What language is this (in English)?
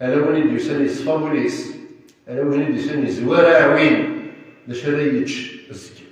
Kabyle